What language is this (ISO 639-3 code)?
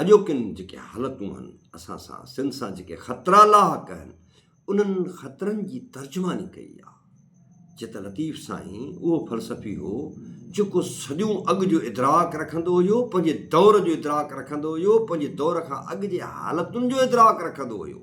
snd